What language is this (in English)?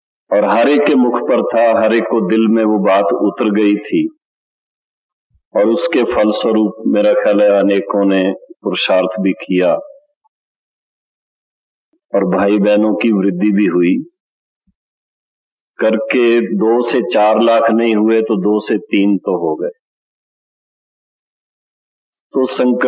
Hindi